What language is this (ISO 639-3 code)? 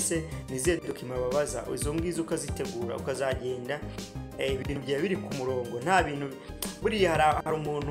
kin